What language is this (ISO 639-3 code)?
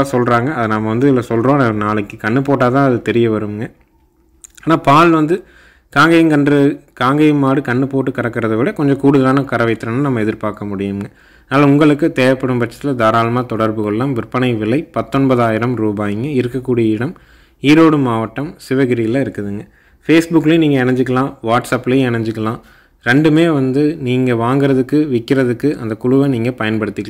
tam